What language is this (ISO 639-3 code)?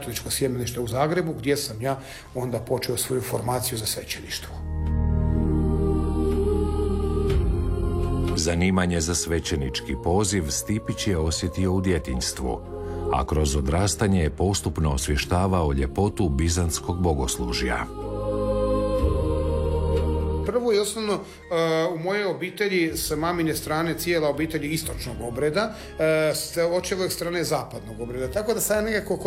hrv